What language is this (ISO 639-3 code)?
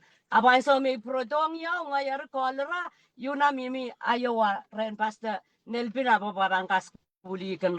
pon